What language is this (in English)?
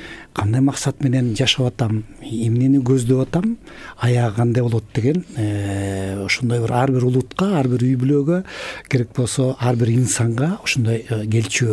Kyrgyz